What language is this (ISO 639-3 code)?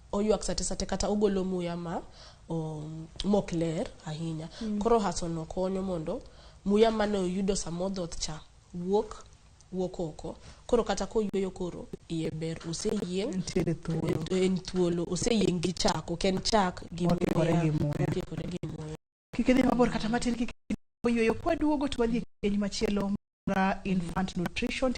luo